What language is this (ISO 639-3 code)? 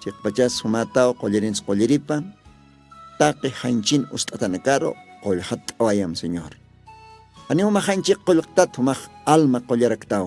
aym